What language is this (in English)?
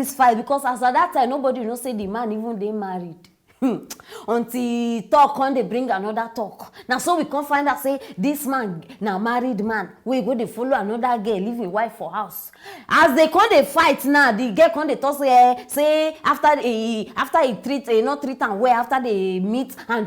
Nigerian Pidgin